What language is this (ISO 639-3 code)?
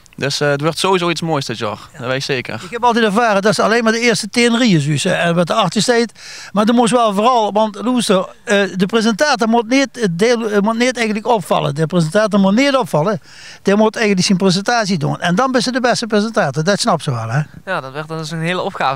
lim